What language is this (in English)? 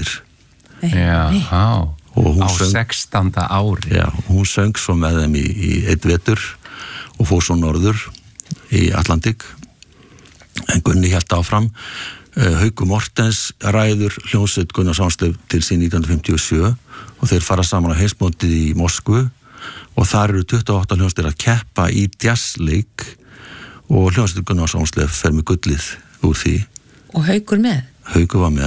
Icelandic